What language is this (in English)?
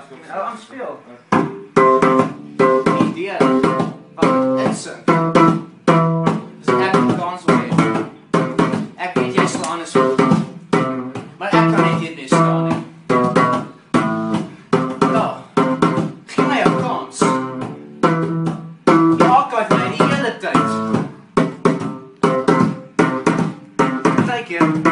Afrikaans